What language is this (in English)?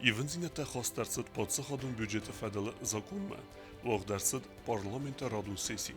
Ossetic